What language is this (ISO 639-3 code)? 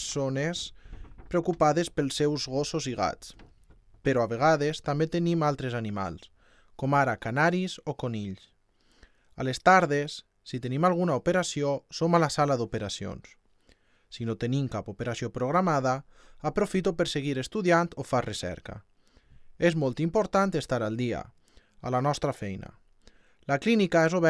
cat